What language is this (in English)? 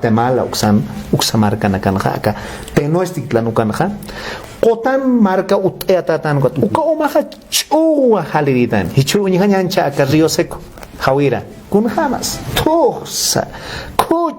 Aymara